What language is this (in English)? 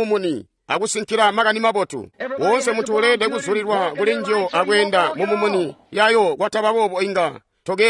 Tonga (Zambia)